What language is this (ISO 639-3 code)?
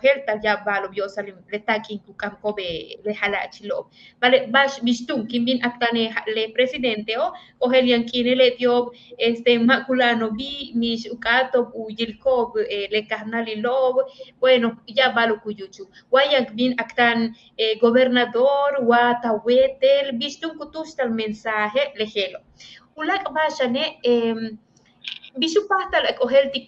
yua